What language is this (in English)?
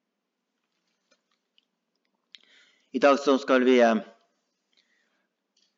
Norwegian